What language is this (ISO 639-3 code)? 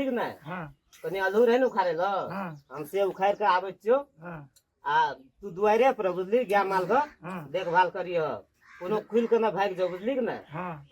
mai